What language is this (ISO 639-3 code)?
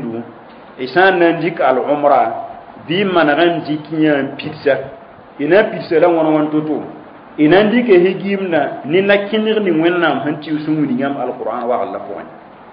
mos